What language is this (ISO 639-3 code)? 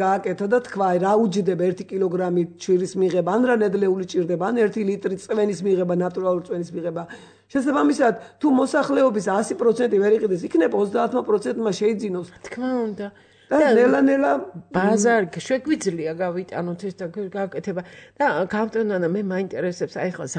kat